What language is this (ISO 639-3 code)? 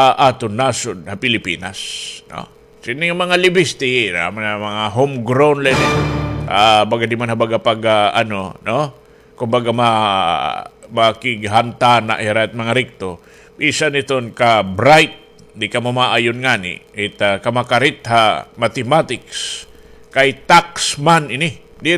war